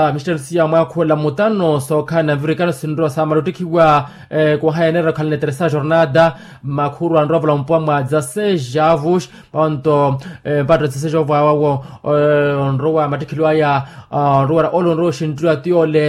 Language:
Makhuwa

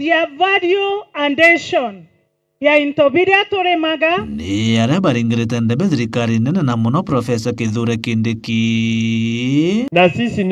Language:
Meru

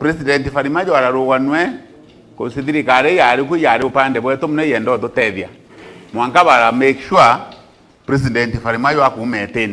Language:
Meru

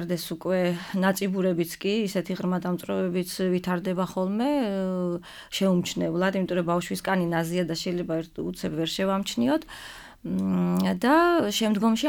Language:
Georgian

